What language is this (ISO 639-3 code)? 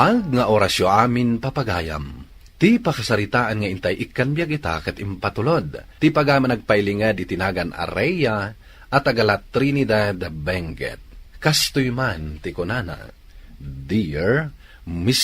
ilo